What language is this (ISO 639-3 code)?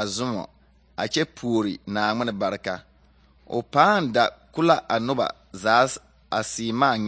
dga